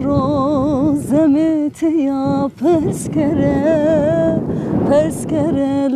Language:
Zaza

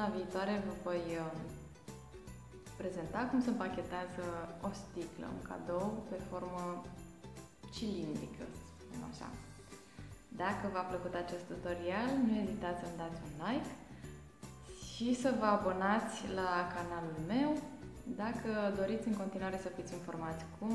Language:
Romanian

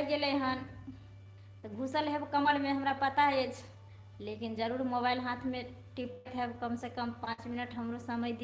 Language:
Maithili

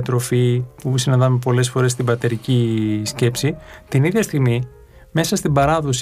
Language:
Greek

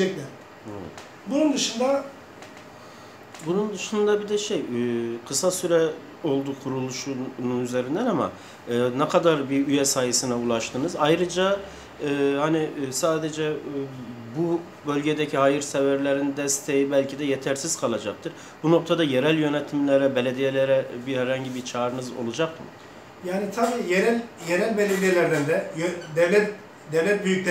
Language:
Turkish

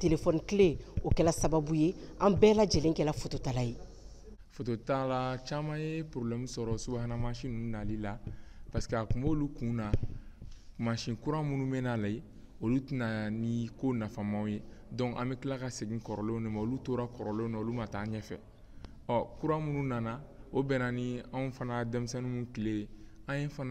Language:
Bambara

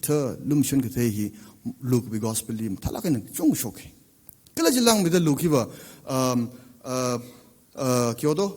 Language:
Tangkhul Naga (India)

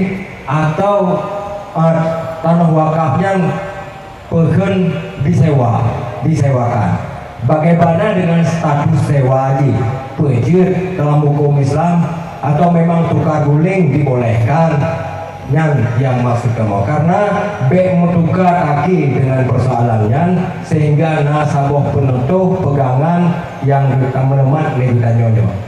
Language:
Achinese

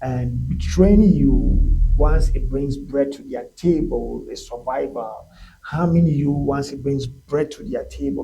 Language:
Ewe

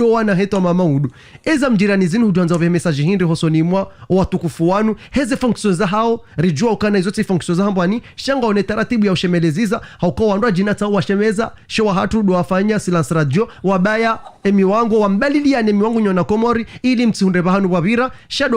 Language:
Ngazidja Comorian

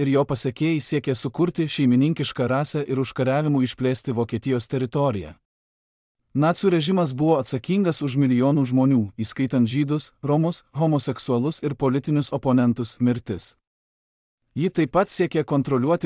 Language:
Lithuanian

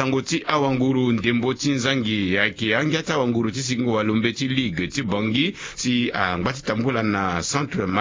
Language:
Sango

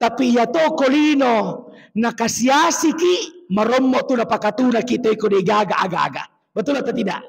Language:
Buginese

